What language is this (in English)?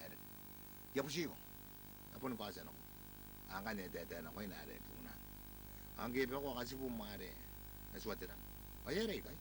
Gilbertese